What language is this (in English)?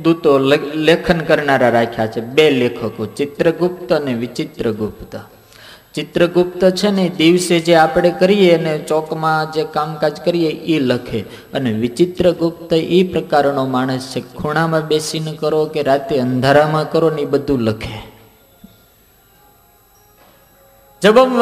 Gujarati